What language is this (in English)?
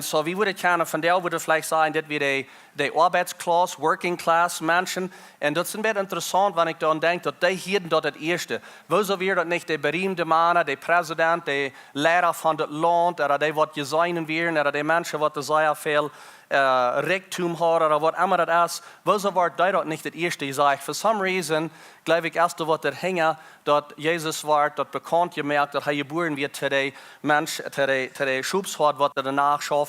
Plautdietsch